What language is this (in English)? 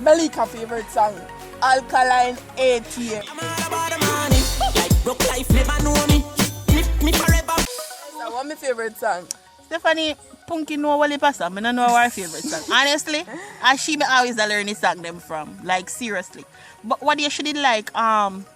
Jamaican Creole English